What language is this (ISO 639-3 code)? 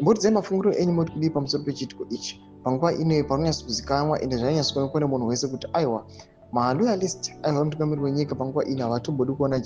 sna